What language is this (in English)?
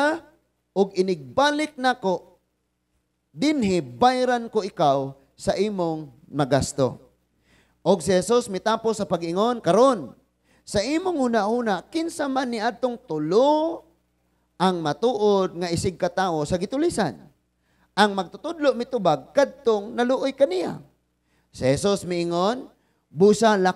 Cebuano